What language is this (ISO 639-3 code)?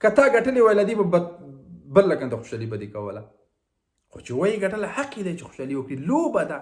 pus